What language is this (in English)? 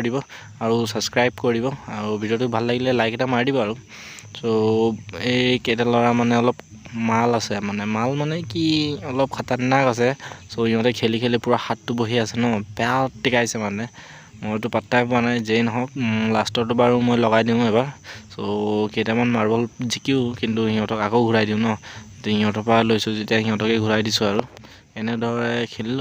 Assamese